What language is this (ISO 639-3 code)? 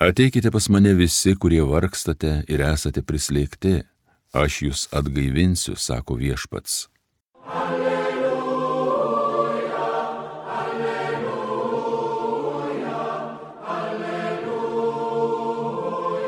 lit